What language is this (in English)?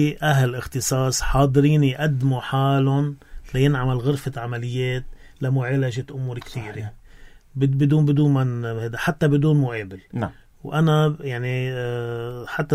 North Levantine Arabic